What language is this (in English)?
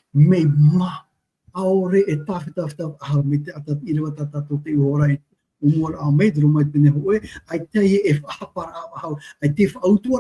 Tahitian